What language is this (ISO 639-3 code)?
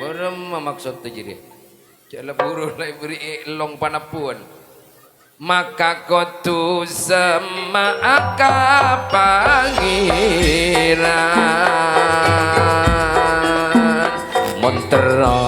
mad